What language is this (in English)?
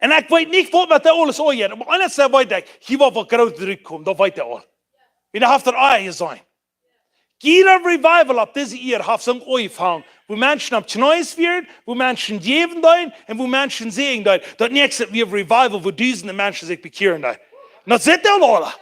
Plautdietsch